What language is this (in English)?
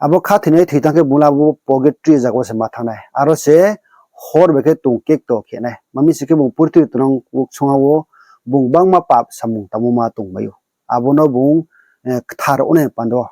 Riang (India)